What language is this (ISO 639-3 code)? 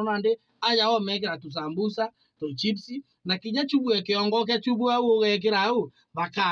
mer